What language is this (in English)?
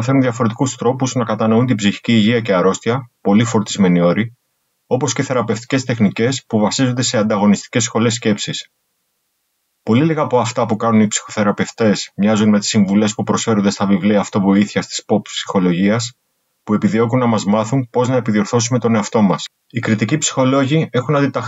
Greek